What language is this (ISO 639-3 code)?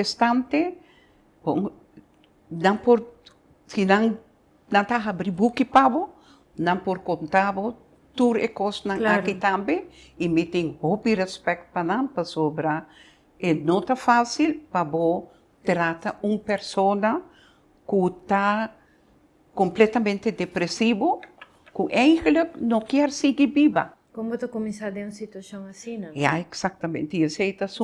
pap